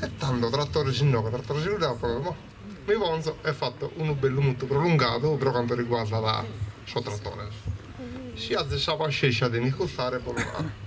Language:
Sardinian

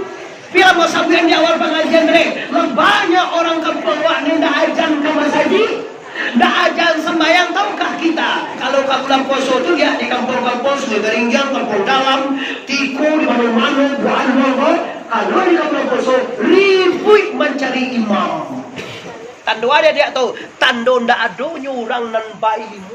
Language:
Minangkabau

